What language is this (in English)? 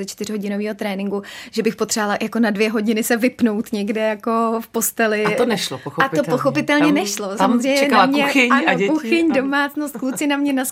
Czech